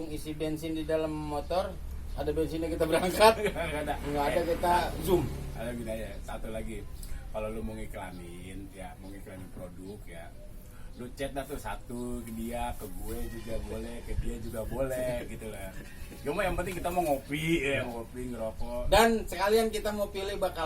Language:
Betawi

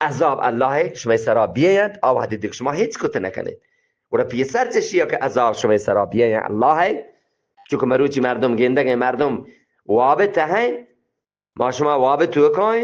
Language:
Eastern Balochi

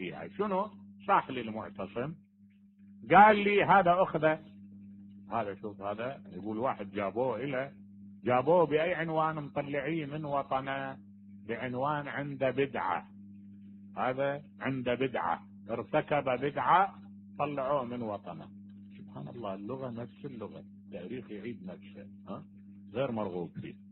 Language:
Mesopotamian Arabic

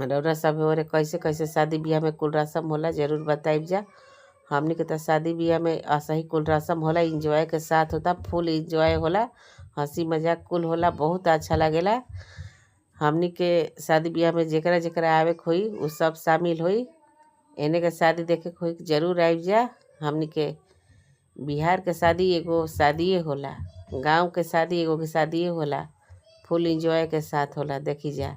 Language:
Bhojpuri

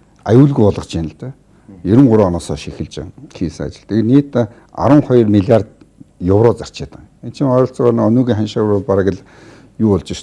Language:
Mongolian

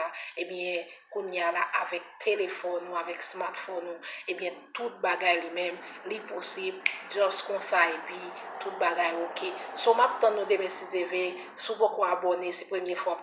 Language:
Haitian Creole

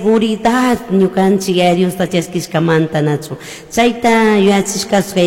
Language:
Chimborazo Highland Quichua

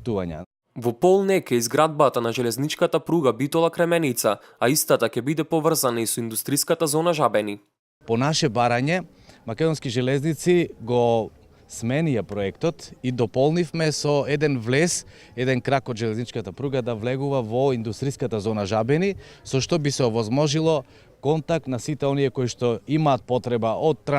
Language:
Macedonian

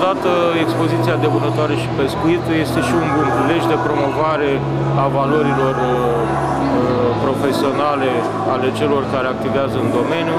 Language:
Romanian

